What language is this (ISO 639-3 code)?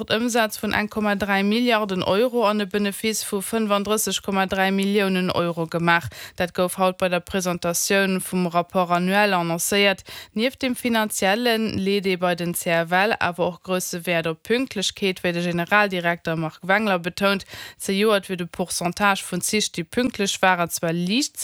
ltz